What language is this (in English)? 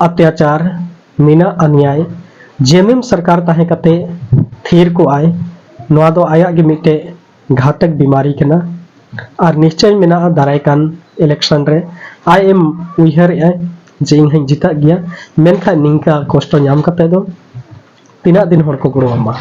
Santali